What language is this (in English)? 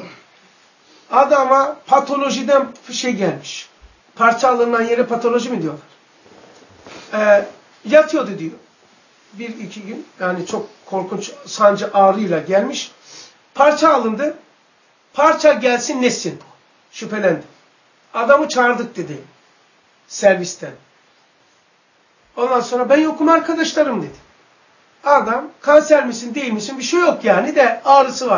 Turkish